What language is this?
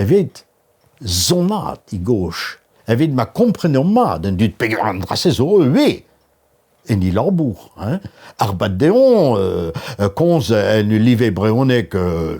Breton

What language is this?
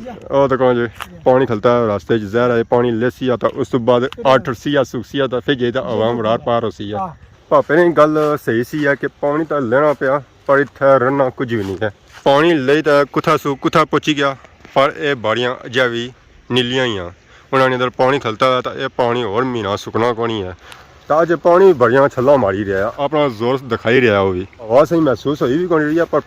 Pahari-Potwari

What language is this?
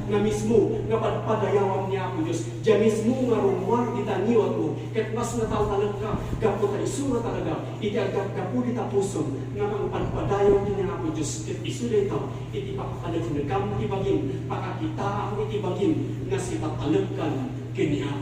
Iloko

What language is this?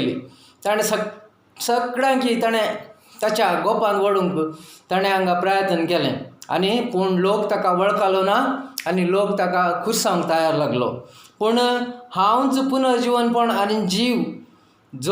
Konkani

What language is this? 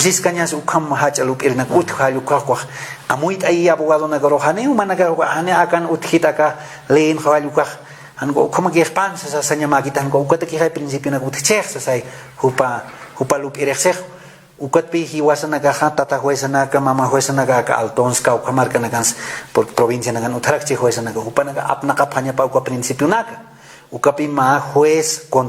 Aymara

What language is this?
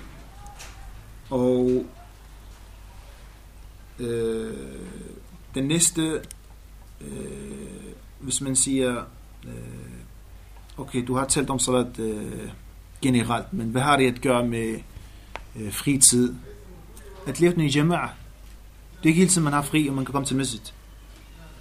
Danish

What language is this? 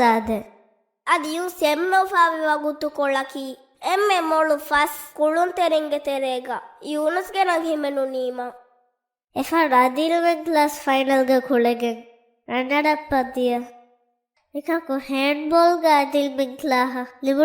Divehi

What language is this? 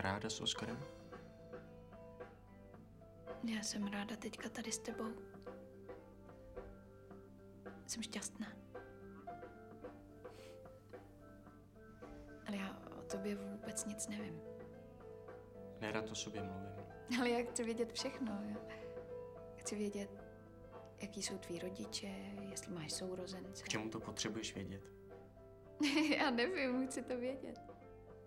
Czech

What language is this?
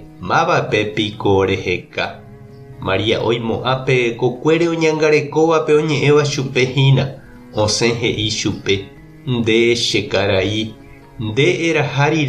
Guarani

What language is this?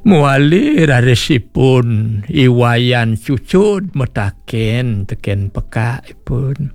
Balinese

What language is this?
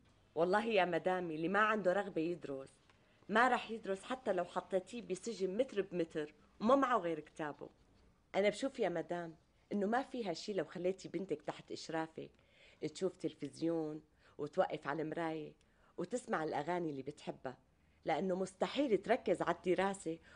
North Levantine Arabic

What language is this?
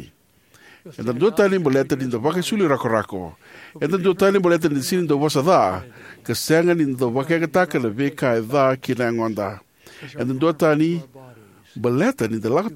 Fijian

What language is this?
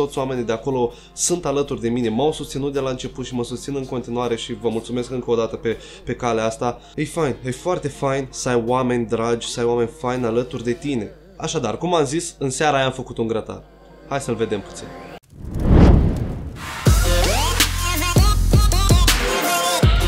Romanian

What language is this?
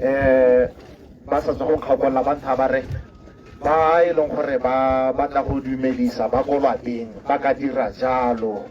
Tswana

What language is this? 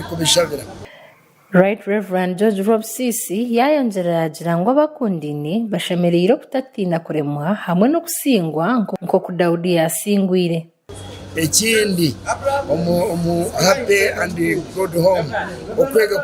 Nyankole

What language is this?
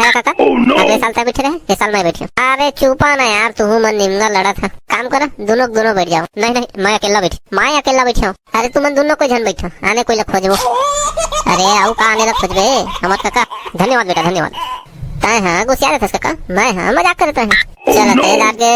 Chhattisgarhi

